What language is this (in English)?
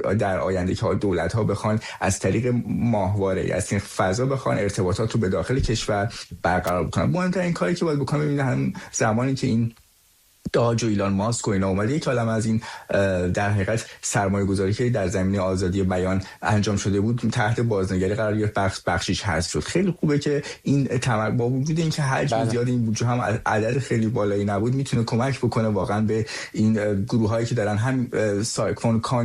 Persian